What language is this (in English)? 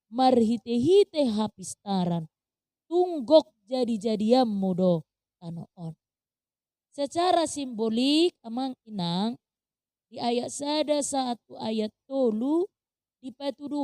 Batak Toba